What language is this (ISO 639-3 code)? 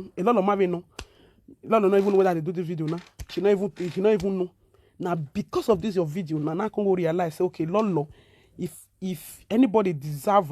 pcm